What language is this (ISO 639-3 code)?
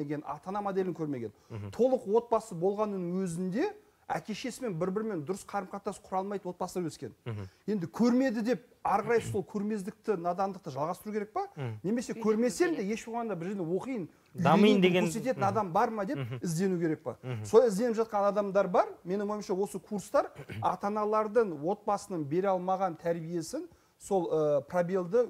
kaz